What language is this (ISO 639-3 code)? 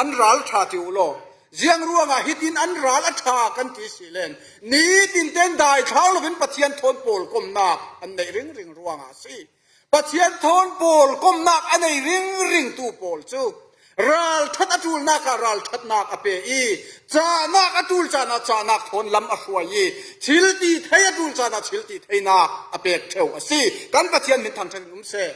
cfm